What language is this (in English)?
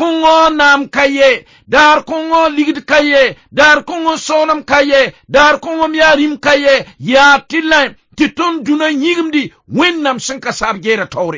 Mossi